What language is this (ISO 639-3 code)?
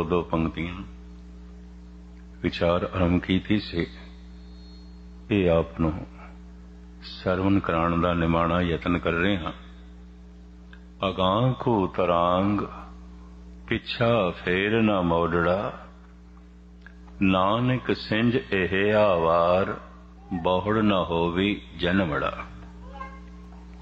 pan